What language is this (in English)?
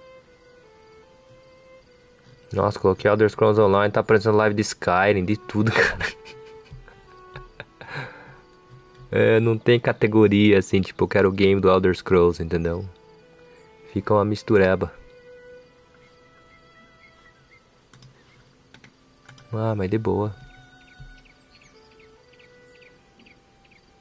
Portuguese